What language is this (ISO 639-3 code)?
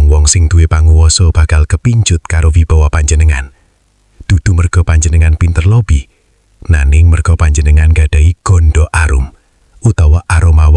jav